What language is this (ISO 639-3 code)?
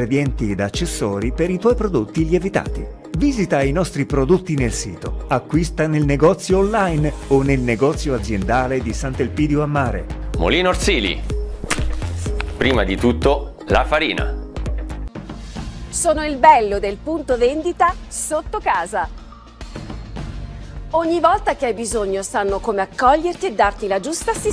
ita